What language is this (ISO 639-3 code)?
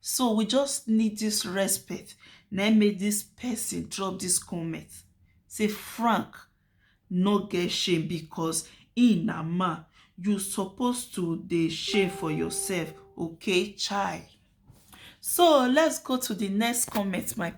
pcm